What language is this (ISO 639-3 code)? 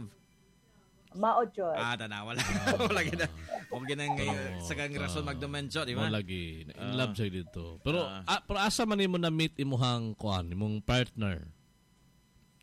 ceb